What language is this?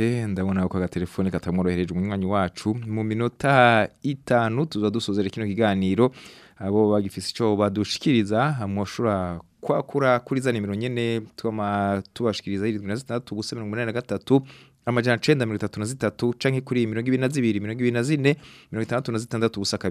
Rundi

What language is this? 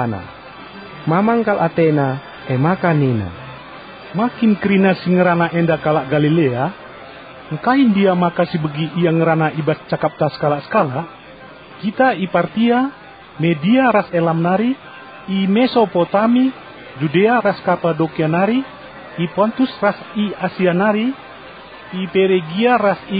Batak Karo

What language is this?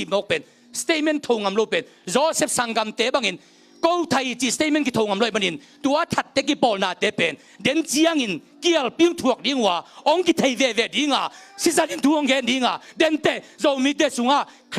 Tedim Chin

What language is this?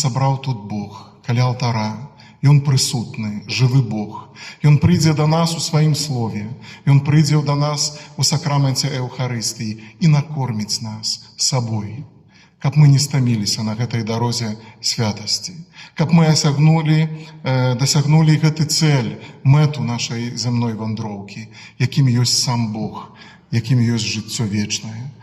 Belarusian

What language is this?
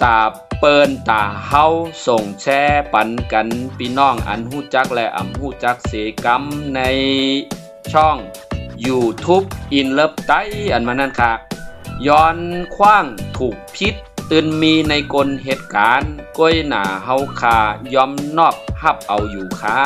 Shan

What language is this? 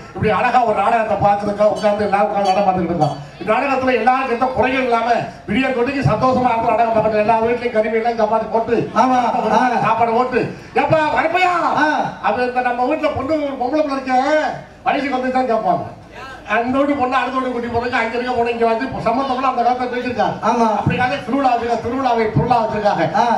Tamil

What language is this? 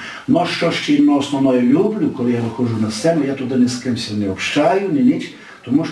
Rusyn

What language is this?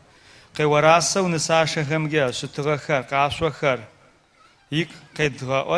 Adyghe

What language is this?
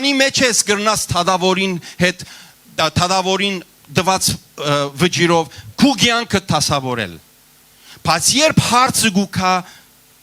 Western Armenian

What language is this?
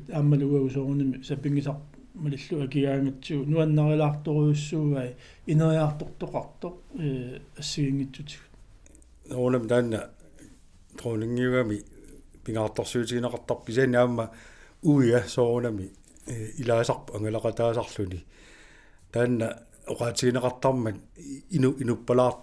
Kalaallisut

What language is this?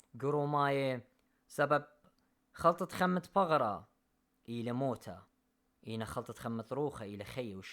Assyrian Neo-Aramaic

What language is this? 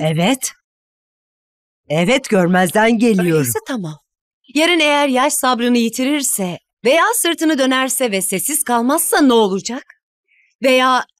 Turkish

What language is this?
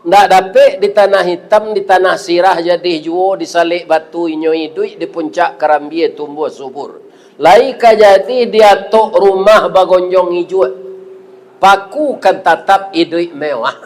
Minangkabau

